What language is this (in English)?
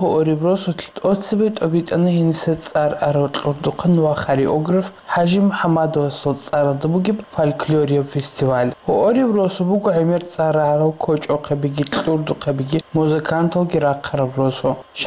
Avaric